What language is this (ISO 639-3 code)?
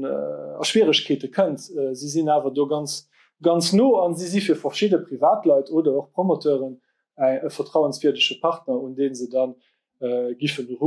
ltz